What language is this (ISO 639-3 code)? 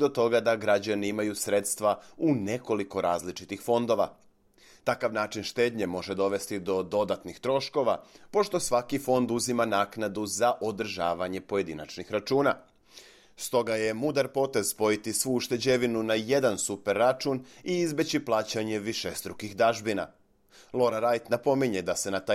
srp